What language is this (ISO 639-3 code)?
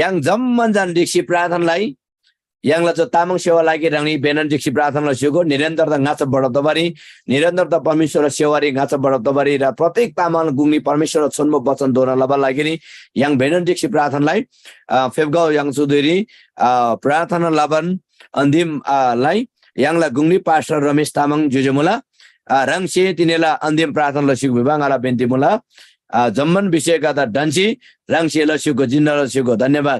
taj